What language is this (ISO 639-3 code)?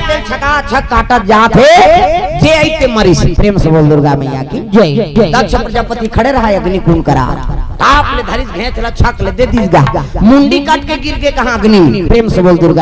hne